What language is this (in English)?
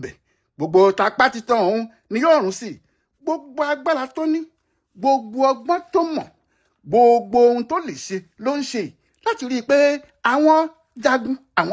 Yoruba